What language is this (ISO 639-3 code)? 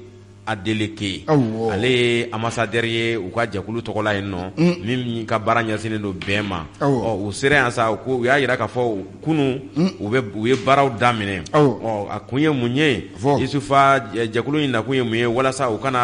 bam